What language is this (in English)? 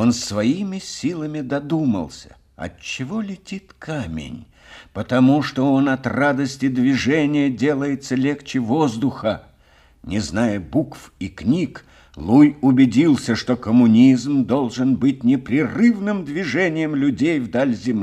Russian